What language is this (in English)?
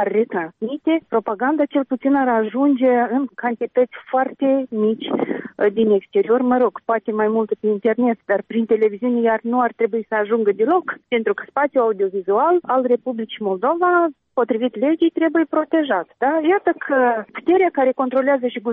Romanian